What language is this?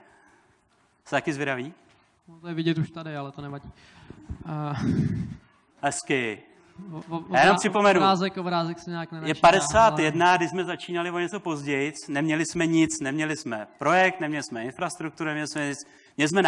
Czech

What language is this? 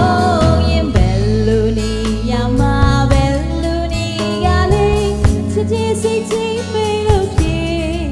Burmese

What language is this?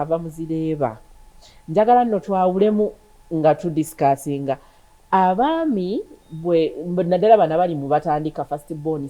Ganda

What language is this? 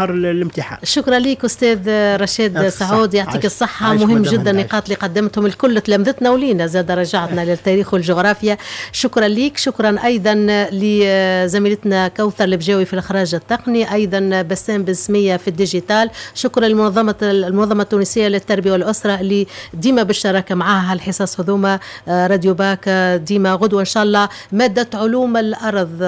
Tunisian Arabic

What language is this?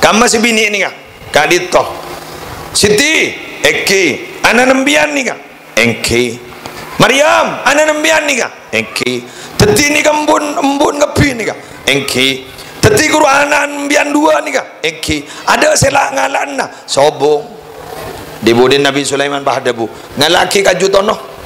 Madurese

